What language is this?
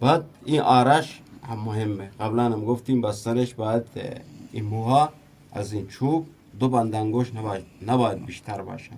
Eastern Balochi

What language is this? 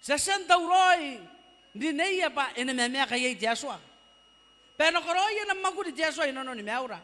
Gilbertese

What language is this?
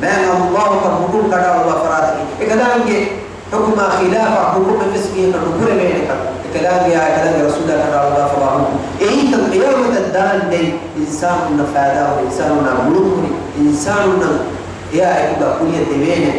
Divehi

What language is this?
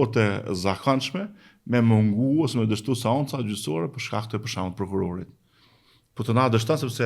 Albanian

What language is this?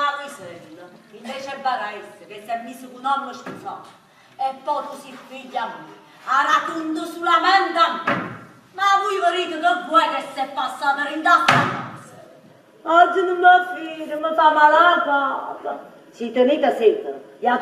Neapolitan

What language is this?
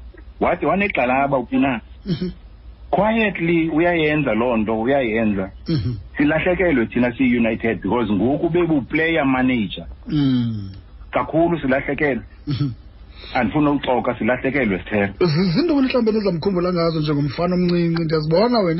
Xhosa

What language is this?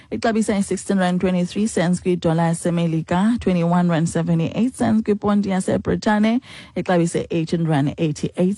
Xhosa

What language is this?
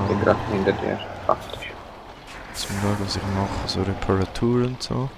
Swiss German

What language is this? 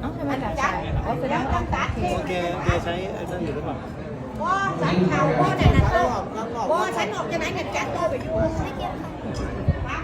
Northeastern Thai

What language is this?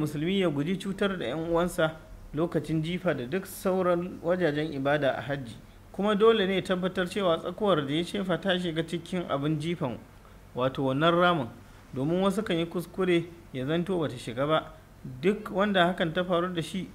Hausa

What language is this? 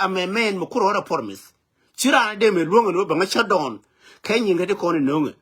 Nuer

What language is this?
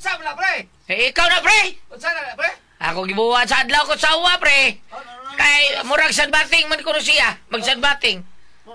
Cebuano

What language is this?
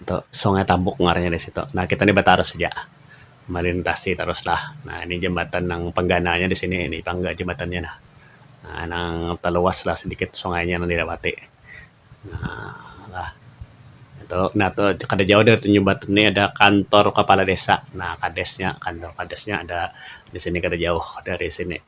Banjar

